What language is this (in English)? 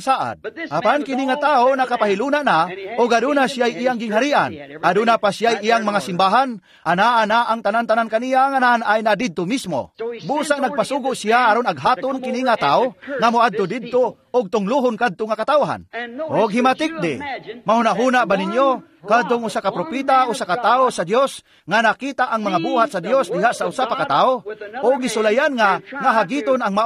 Cebuano